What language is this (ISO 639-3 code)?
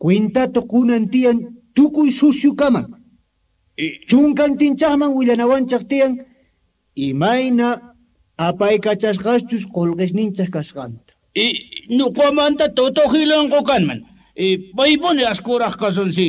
que